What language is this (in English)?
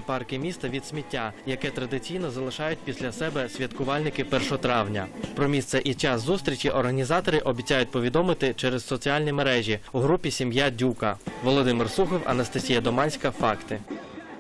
Ukrainian